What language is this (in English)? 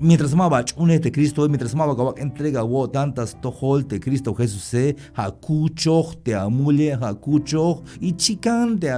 Tzeltal